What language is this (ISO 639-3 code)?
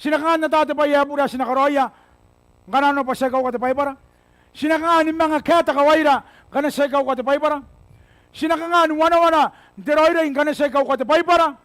gil